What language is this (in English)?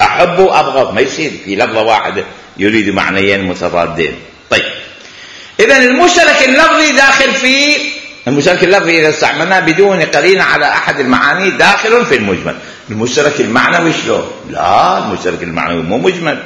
Mesopotamian Arabic